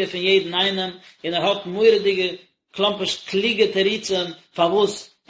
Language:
Yiddish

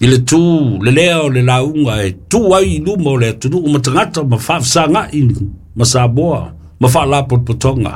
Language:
Samoan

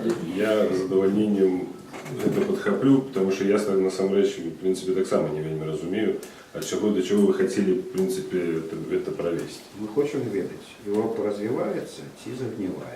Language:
Belarusian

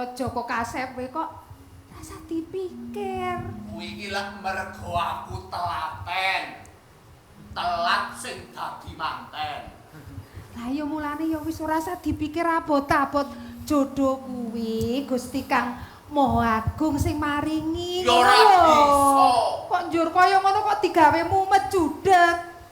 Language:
Javanese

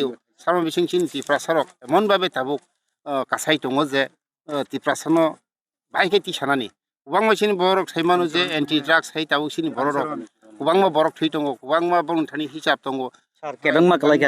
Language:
Kok Borok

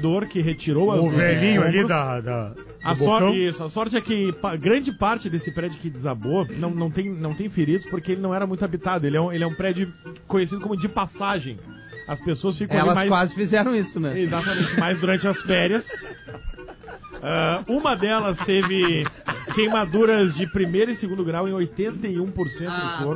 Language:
Portuguese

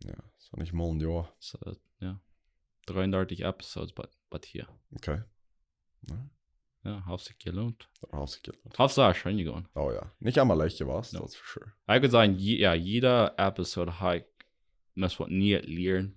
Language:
Plautdietsch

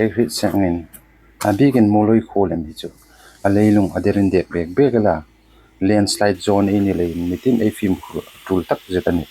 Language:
Hmar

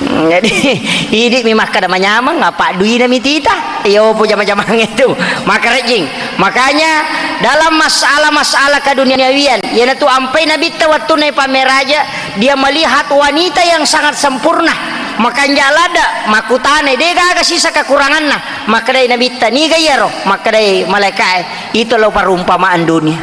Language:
Buginese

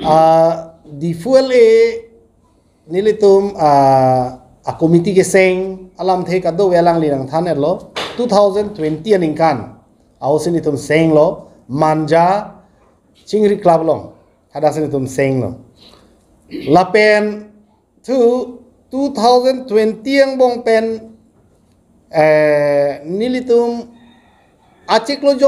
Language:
Karbi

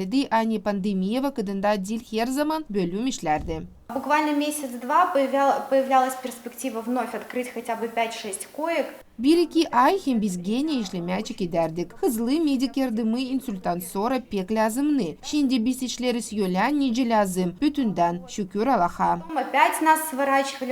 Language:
Gagauz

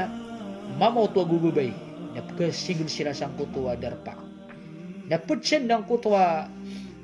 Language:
Maranao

